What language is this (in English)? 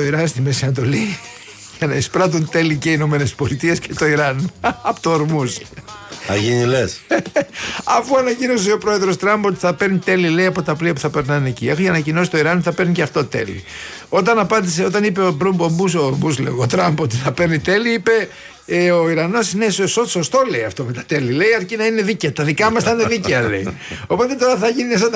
Greek